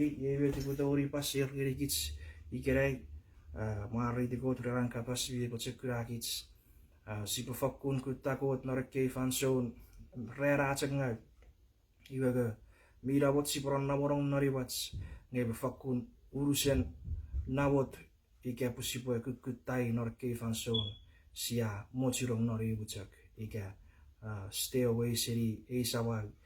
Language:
Chuukese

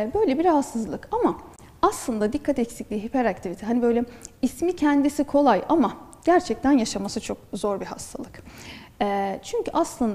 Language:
Turkish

